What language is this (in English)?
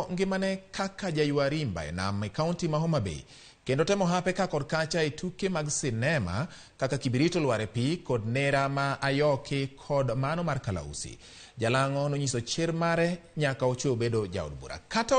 Luo (Kenya and Tanzania)